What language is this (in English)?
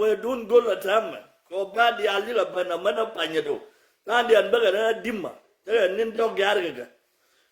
Nuer